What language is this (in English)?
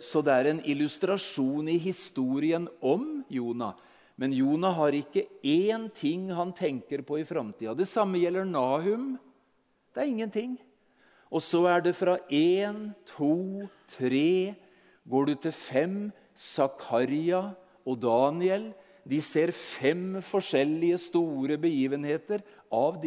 Norwegian